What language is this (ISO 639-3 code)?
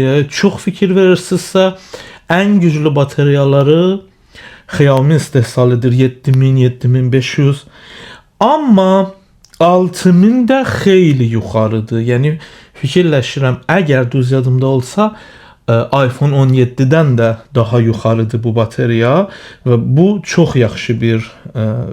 aze